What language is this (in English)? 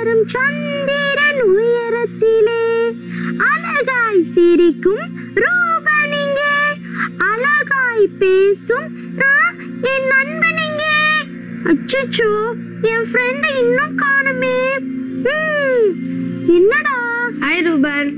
Tamil